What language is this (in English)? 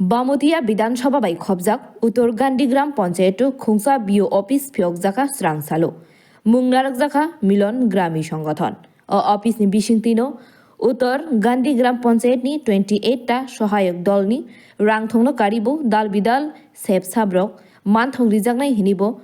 Kok Borok